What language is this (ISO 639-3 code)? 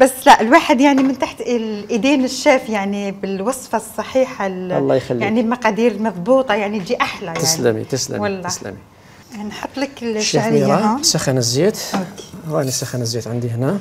arq